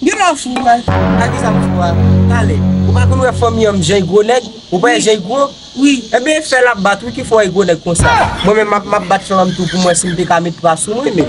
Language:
Haitian Creole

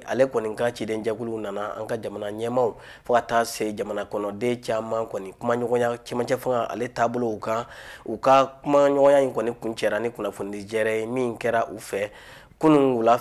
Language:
Bambara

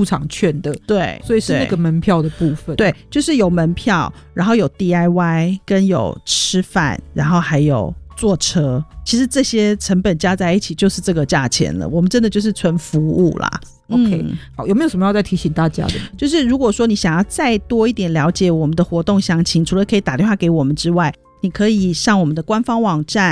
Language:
Chinese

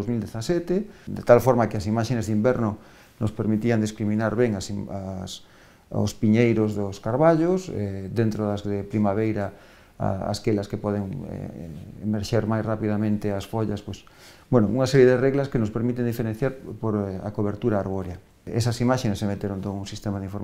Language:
Galician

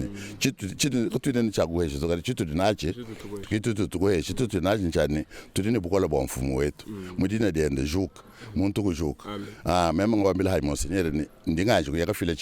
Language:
Luba-Lulua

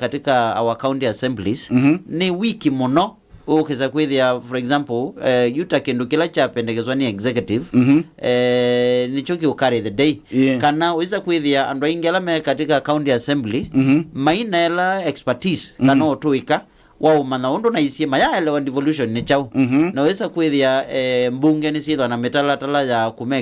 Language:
Kamba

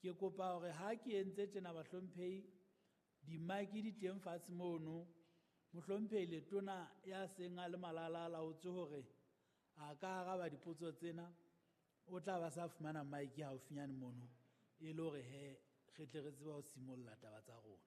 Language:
Southern Sotho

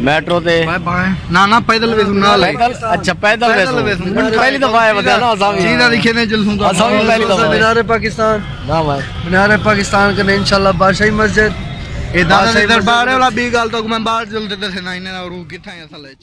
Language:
Saraiki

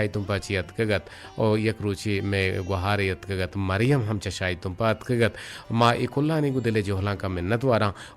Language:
Eastern Balochi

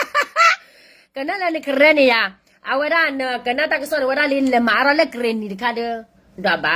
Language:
S'gaw Karen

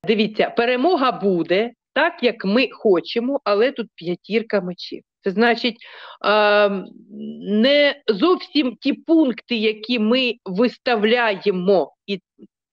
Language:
Ukrainian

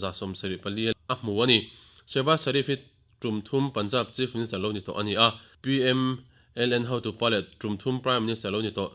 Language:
Mizo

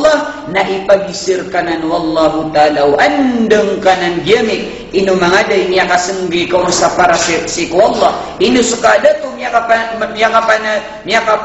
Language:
Maranao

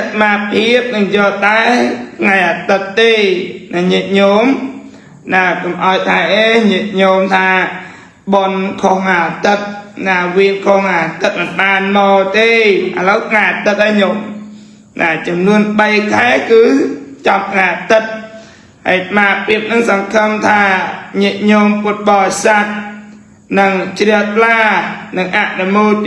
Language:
Khmer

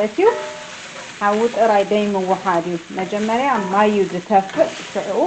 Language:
Tigrinya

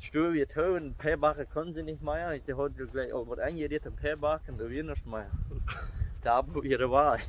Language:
Plautdietsch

